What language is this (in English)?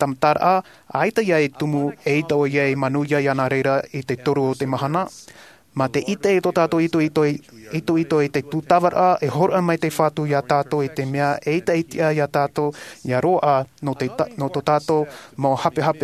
Tahitian